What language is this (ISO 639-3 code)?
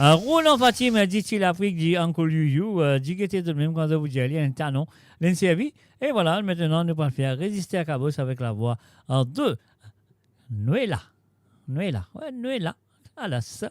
mfe